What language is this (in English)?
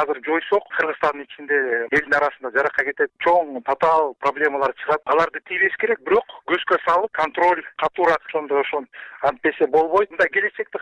Kyrgyz